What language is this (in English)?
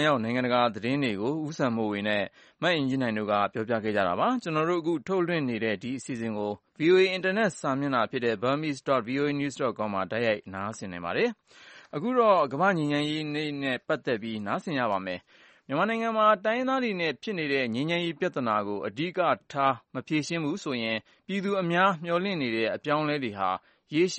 Burmese